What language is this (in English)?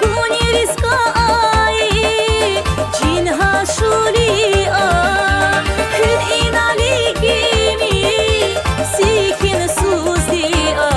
Tabassaran